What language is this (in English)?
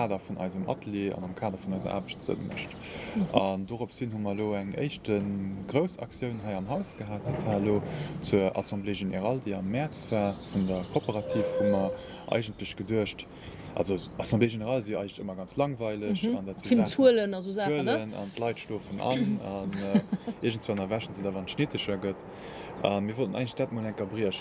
Luxembourgish